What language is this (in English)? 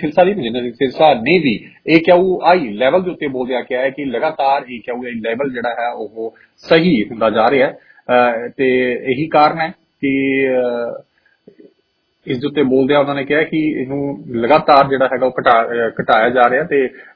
Punjabi